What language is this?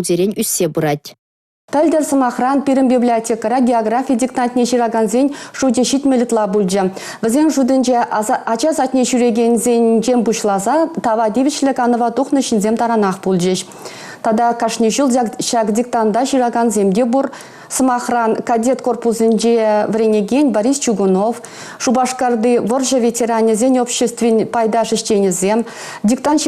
Chuvash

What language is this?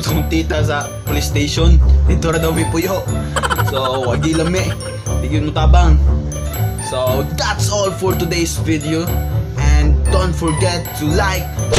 Cebuano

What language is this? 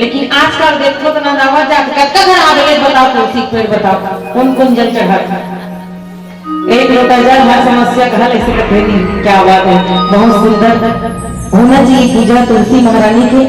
Chhattisgarhi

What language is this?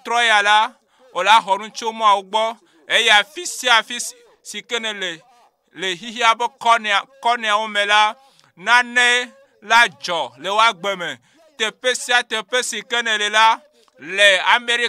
Ewe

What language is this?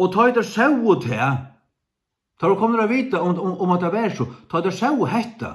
Faroese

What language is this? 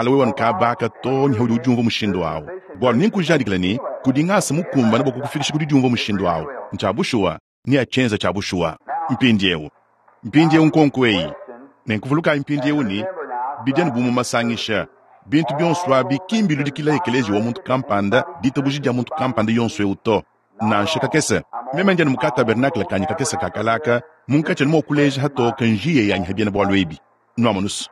Luba-Lulua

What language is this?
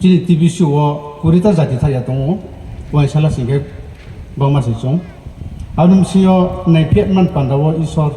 Riang (India)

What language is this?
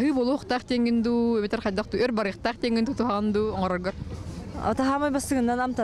Yakut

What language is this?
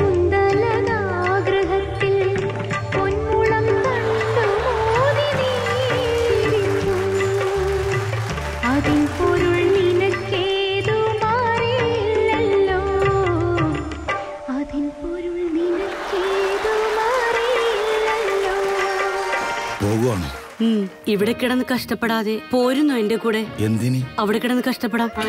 Malayalam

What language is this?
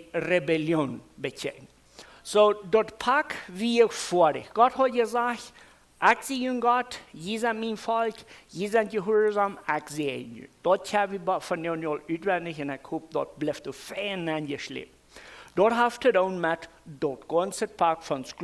Plautdietsch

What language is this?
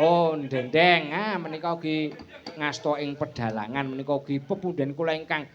Javanese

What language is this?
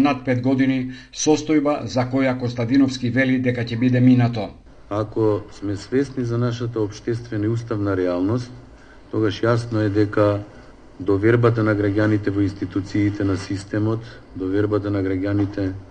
Macedonian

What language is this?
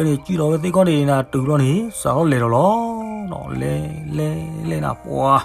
S'gaw Karen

